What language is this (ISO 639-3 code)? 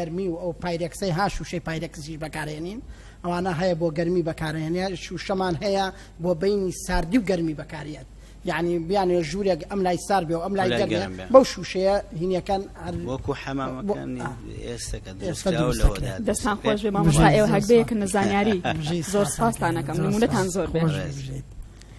ckb